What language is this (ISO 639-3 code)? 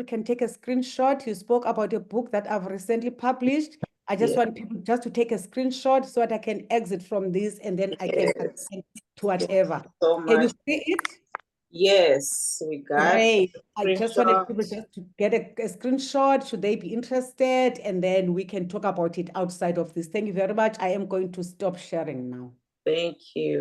eng